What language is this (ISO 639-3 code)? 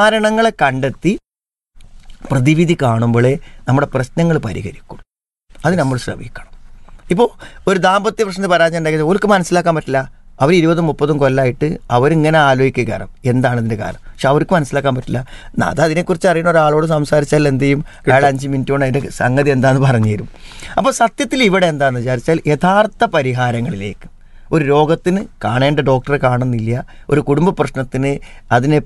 mal